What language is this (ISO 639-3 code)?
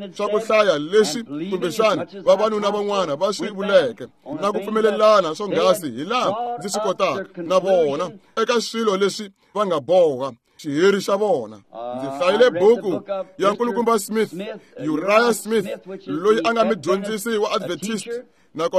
tso